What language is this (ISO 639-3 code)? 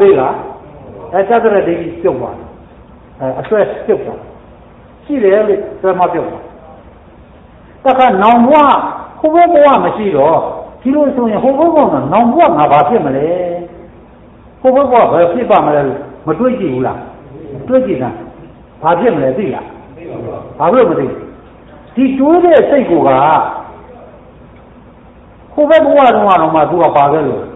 mya